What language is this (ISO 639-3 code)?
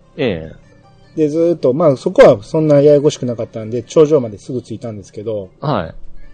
jpn